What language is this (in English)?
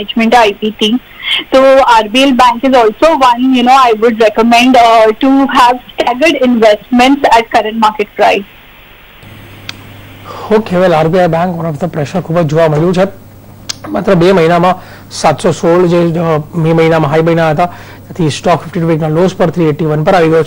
Gujarati